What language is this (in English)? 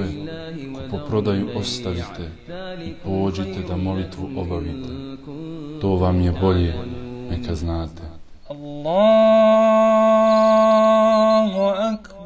Bosnian